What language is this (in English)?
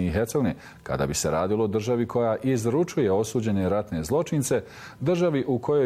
Bosnian